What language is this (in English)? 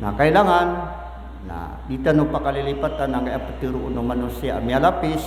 Maranao